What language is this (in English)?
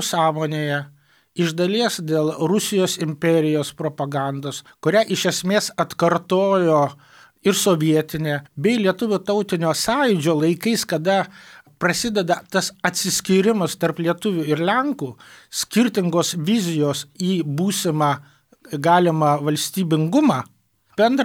Lithuanian